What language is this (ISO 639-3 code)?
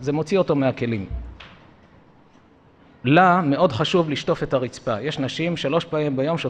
heb